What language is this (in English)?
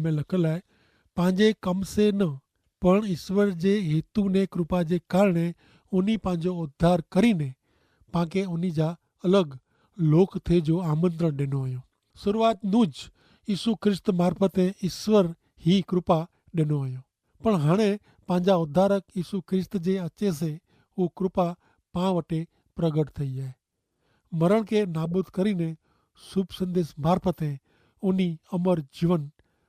Kachhi